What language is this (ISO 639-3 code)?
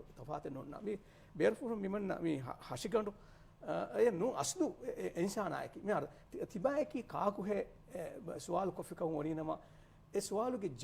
div